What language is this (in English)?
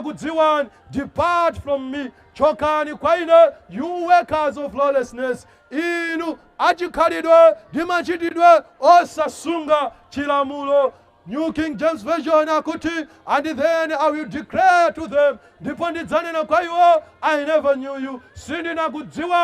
Nyanja